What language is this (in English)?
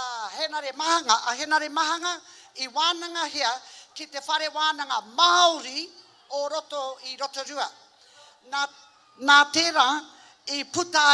Māori